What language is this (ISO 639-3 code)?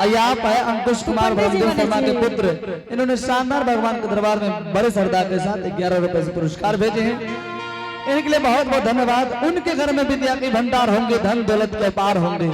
anp